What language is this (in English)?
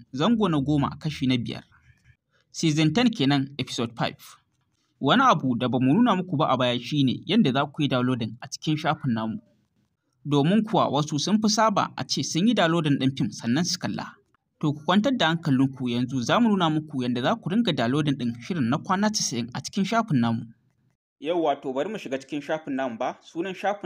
Hausa